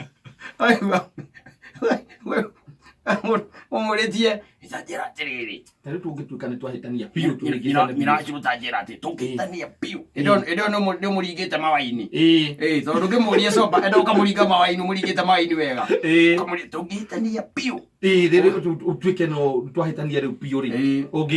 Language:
Kikuyu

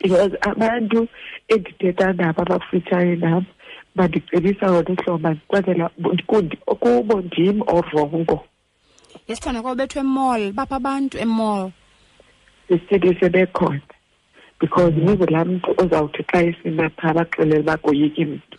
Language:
Xhosa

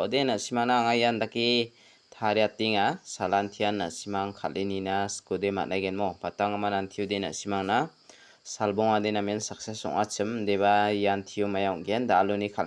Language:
Garo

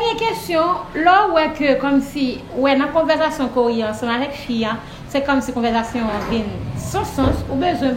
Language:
Haitian Creole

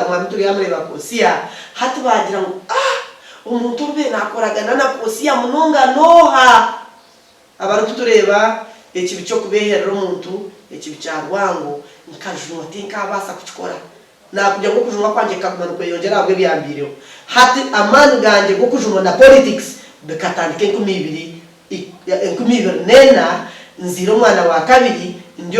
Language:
Nyankole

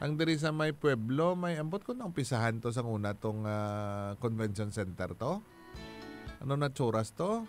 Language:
Hiligaynon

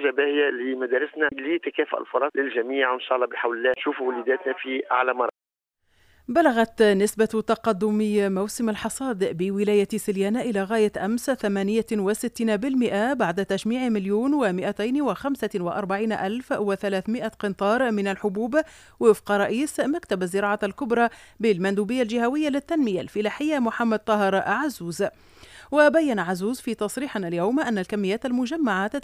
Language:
Arabic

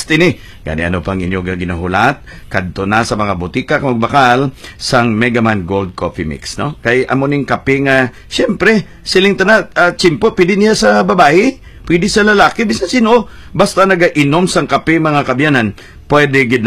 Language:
Hiligaynon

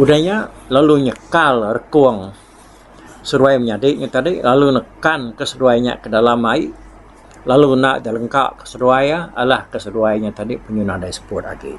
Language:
Iban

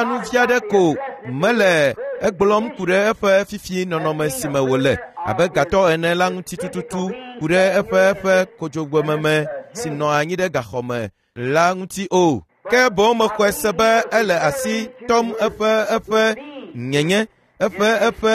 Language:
Ewe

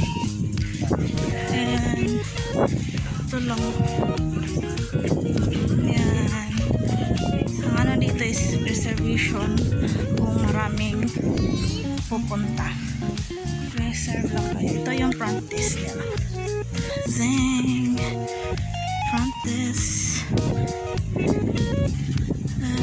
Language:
Filipino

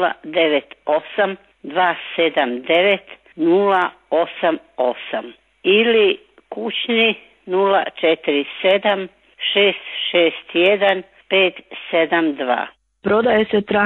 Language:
Croatian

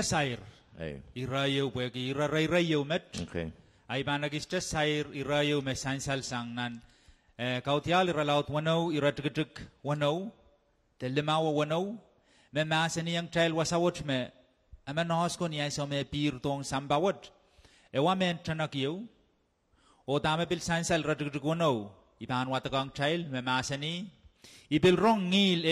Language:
Pohnpeian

